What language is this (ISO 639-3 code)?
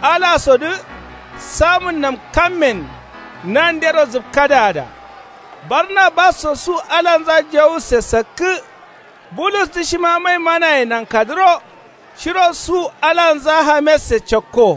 kau